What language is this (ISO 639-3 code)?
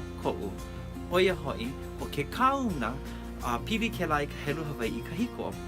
haw